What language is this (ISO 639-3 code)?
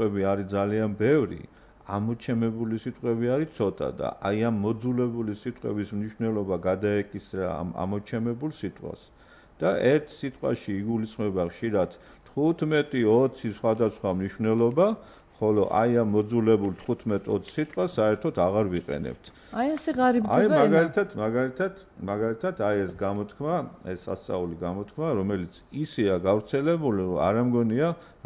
kat